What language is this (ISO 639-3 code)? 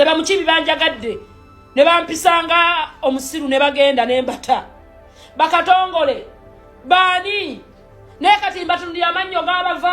lug